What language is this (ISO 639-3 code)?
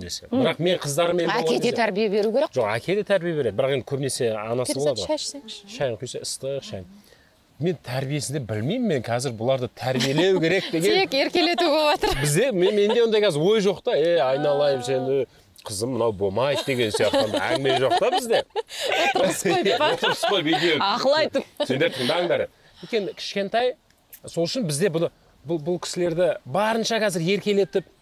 kaz